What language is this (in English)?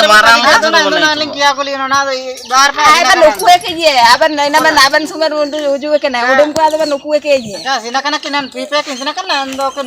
Ho